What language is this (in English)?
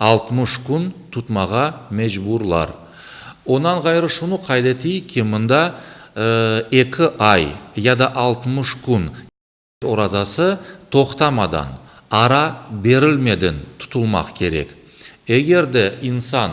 Crimean Tatar